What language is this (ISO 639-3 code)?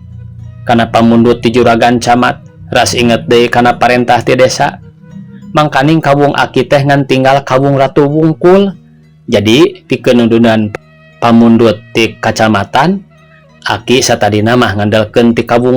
sun